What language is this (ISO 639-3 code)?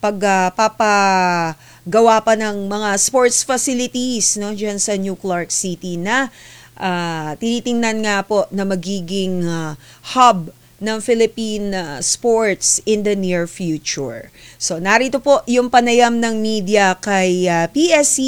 fil